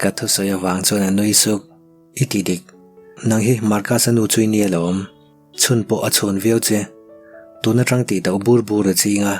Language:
Mizo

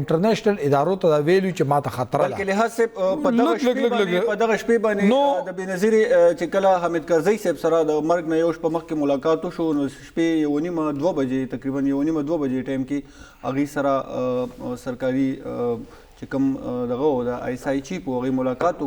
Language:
Pashto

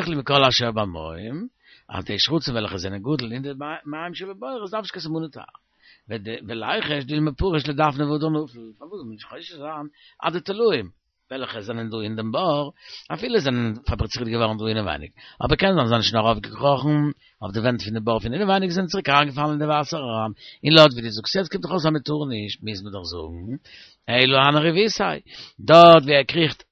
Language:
Yiddish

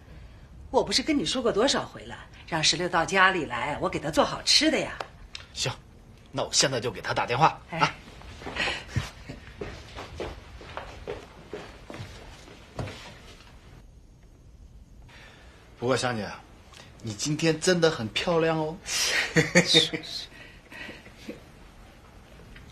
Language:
Chinese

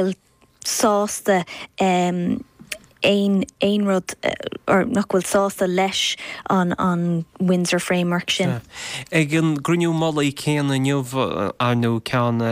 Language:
Irish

